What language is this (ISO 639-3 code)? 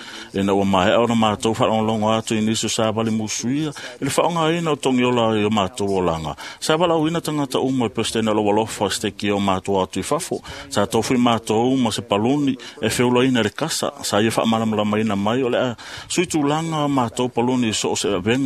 smo